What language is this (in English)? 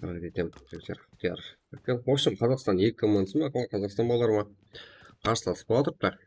Kara-Kalpak